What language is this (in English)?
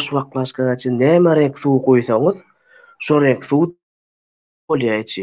Turkmen